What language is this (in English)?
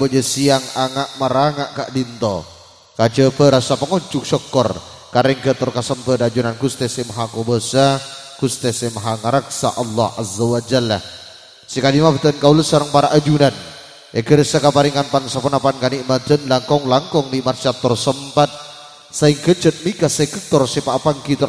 Madurese